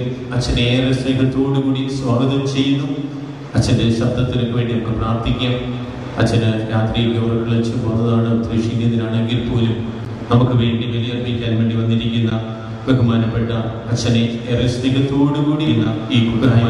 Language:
Malayalam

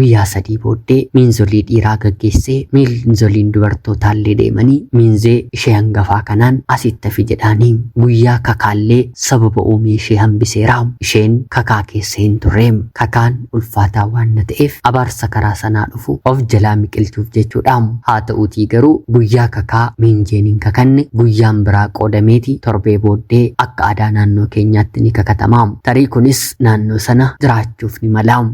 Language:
Oromo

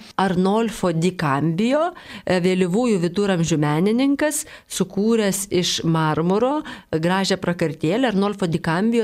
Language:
Lithuanian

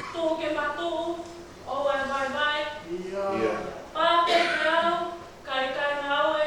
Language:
Tongan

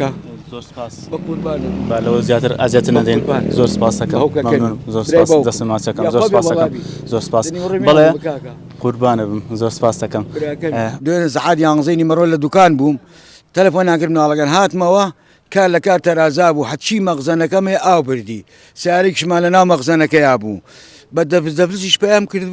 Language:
Central Kurdish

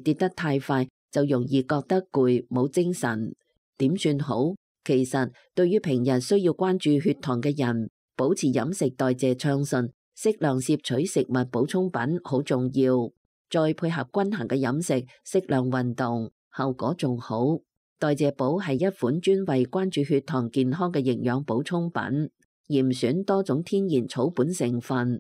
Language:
Cantonese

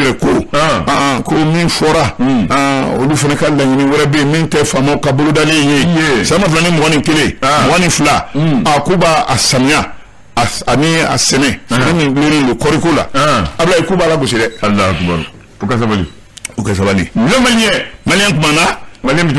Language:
Bambara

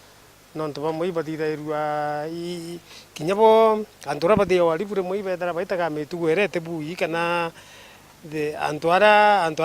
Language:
Meru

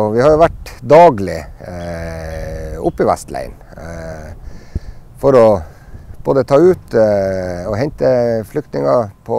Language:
Norwegian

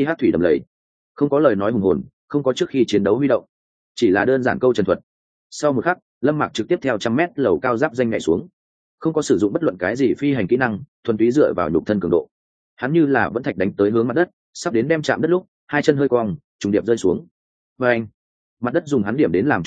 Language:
Vietnamese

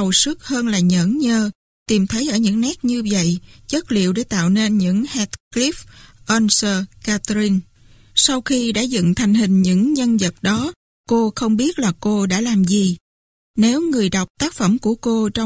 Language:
Vietnamese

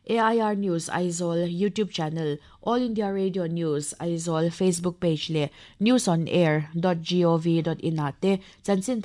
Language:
Mizo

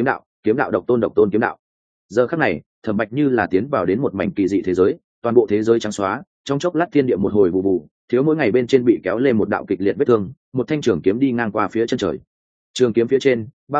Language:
Vietnamese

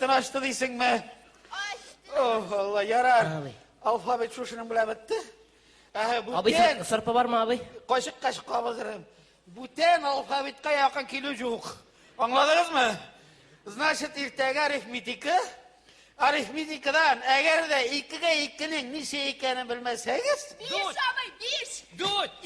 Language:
Tatar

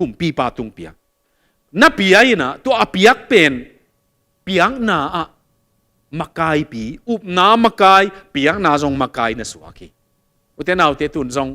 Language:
Tedim Chin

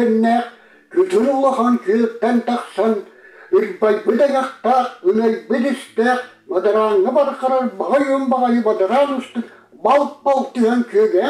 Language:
Yakut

